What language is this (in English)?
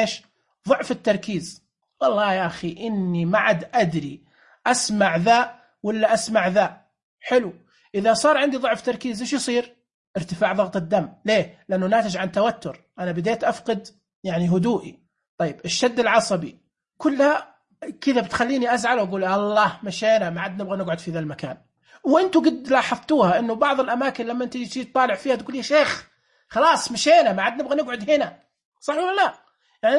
Najdi Arabic